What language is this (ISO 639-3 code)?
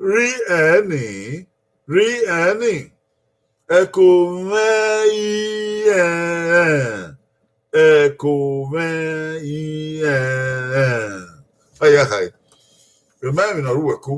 bin